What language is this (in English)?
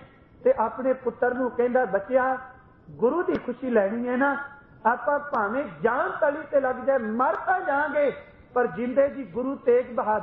Punjabi